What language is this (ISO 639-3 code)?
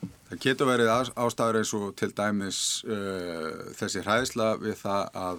isl